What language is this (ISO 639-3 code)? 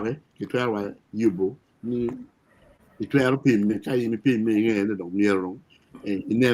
ach